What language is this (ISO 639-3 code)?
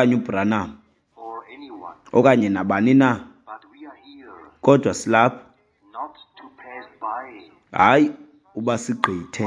xho